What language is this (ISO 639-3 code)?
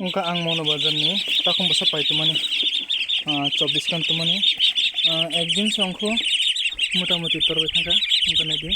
trp